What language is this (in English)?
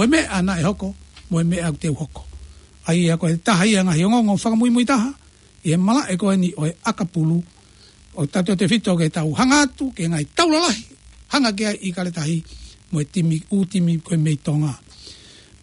Tongan